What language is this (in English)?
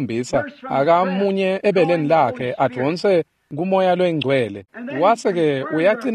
Swati